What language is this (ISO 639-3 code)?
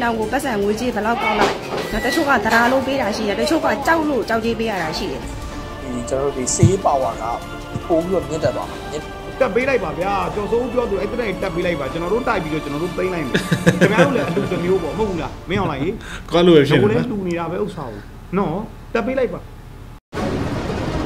mya